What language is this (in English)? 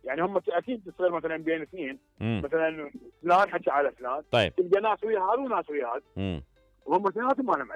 Mesopotamian Arabic